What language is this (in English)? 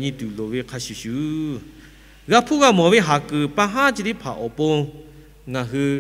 Lahu